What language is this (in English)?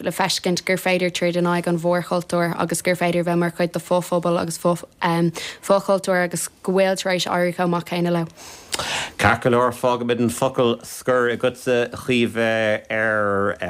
Irish